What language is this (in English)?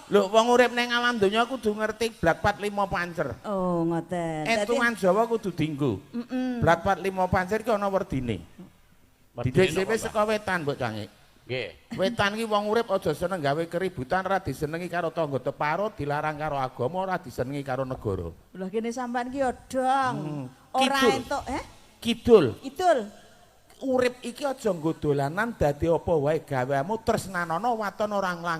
Javanese